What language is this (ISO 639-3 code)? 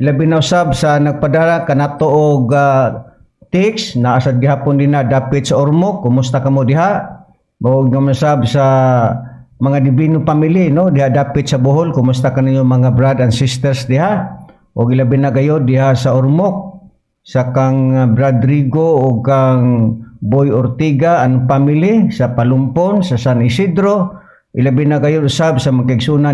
ceb